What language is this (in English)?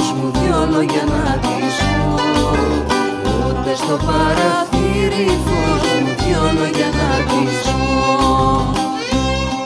Greek